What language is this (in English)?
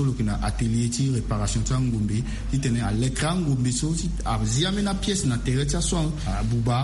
Sango